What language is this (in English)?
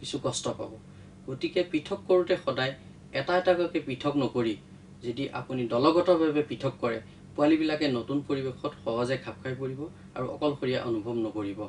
Assamese